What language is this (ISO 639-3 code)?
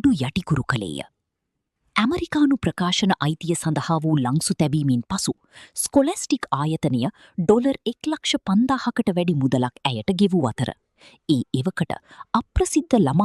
sin